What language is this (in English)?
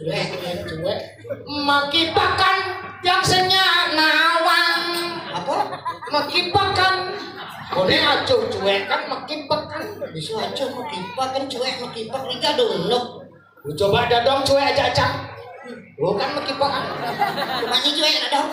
Balinese